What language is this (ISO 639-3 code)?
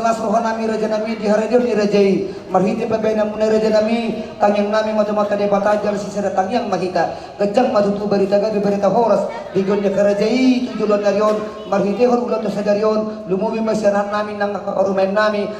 bbc